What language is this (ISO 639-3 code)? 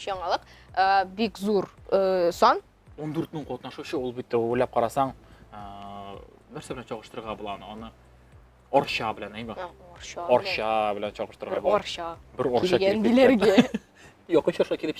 tat